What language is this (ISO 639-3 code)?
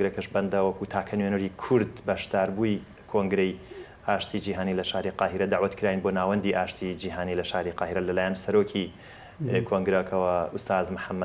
ckb